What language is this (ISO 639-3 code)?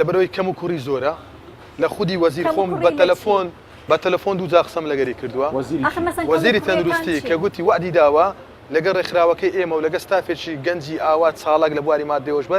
ckb